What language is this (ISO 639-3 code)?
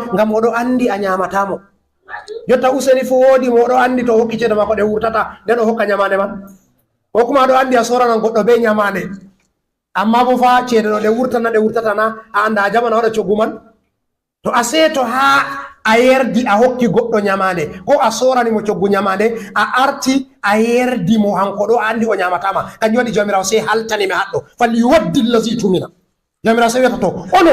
ful